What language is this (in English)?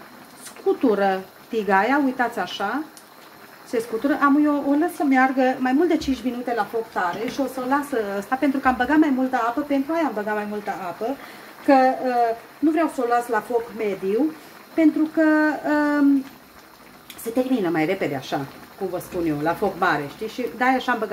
Romanian